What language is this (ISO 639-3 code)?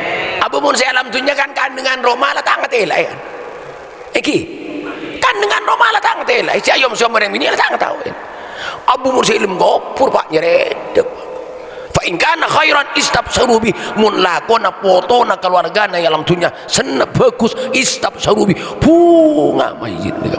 mad